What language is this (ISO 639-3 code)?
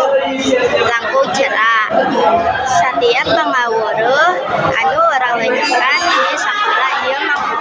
sun